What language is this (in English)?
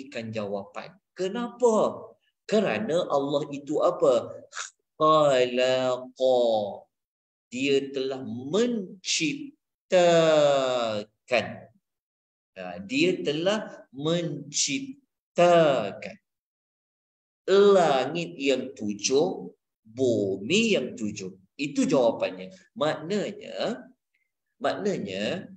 Malay